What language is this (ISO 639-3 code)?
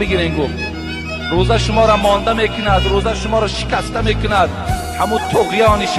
tgk